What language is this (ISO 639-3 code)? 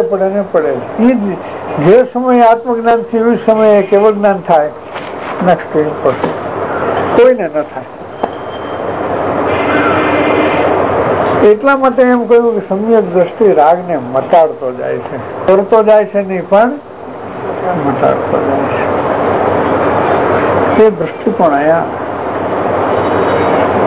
guj